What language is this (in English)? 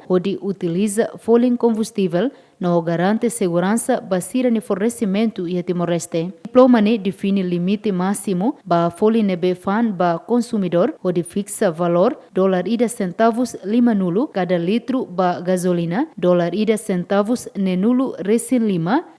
Tetum